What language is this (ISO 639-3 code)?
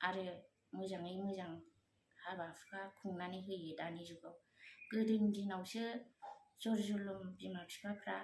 brx